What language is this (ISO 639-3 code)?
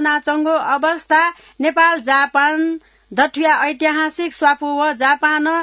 new